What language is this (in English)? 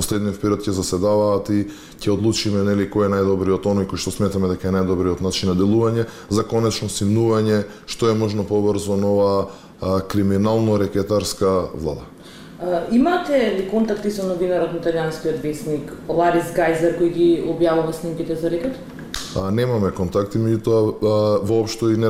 Macedonian